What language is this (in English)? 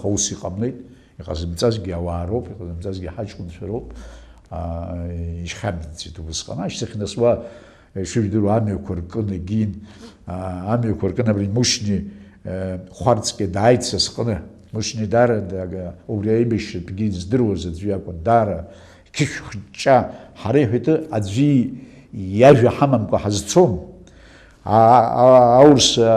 Abkhazian